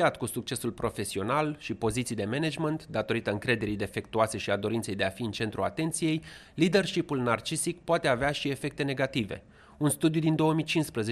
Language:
Romanian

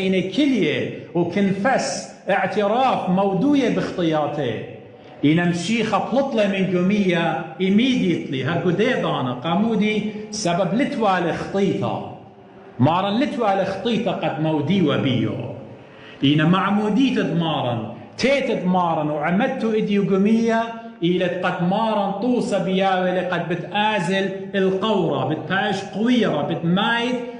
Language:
Assyrian Neo-Aramaic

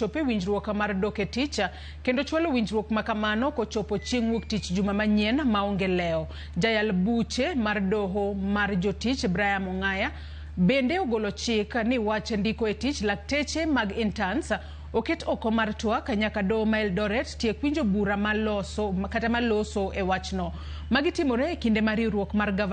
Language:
Luo (Kenya and Tanzania)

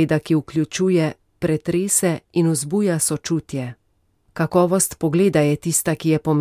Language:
Slovenian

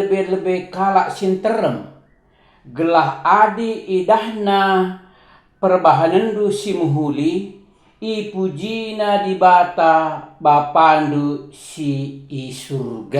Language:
Batak Karo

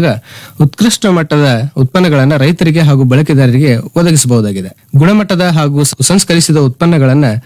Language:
Kannada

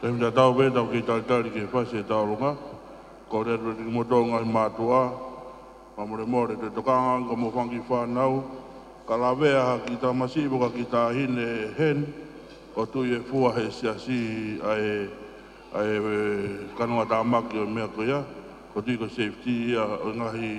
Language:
Tongan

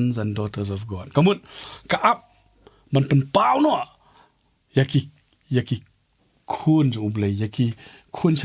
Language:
Khasi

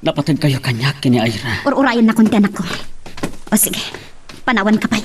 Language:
Iloko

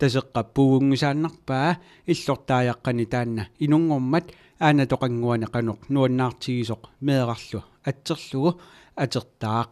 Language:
Kalaallisut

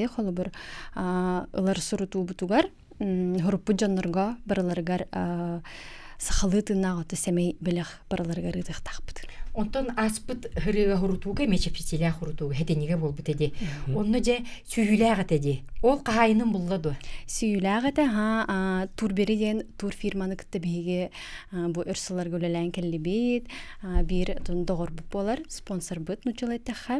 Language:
Yakut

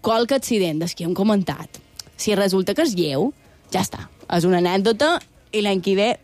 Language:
Catalan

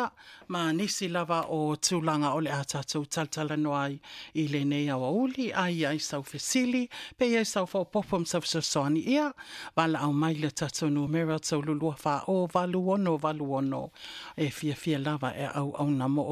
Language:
Samoan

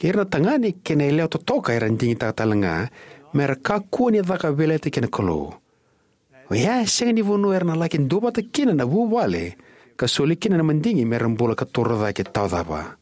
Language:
Fijian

